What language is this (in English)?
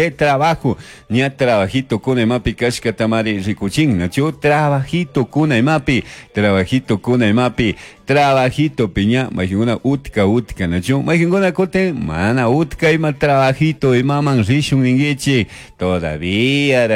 Chimborazo Highland Quichua